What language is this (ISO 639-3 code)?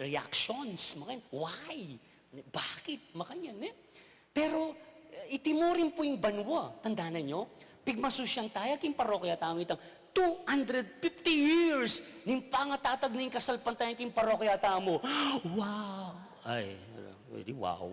pam